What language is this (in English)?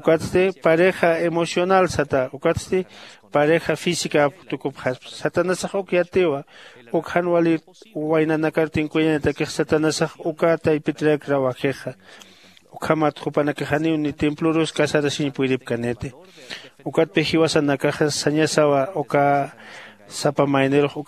Aymara